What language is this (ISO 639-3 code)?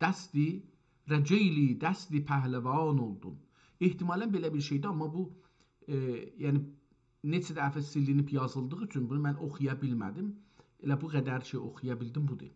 azb